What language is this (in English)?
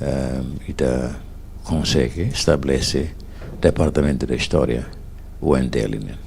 Tetum